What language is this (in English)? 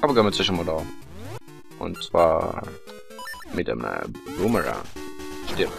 Swiss German